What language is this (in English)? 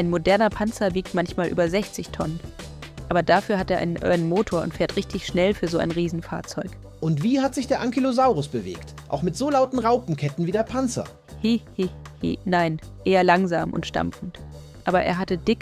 Swiss German